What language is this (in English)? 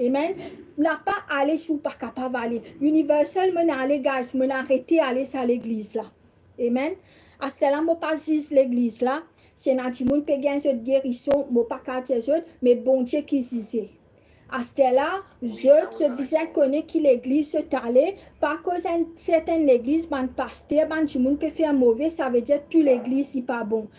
Morisyen